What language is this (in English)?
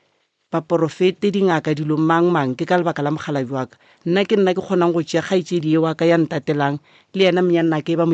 Northern Sotho